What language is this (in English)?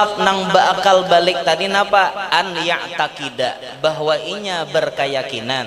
Banjar